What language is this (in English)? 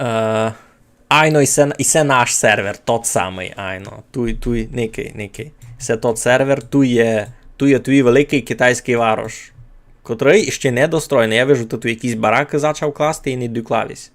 Rusyn